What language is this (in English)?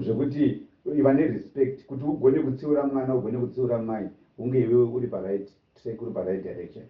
Shona